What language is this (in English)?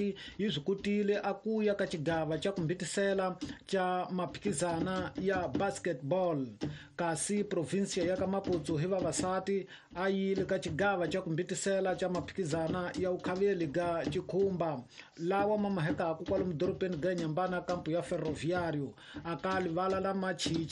Tsonga